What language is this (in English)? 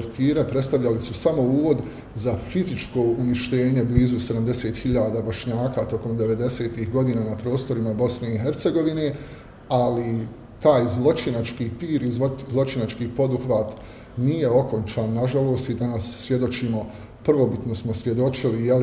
Bosnian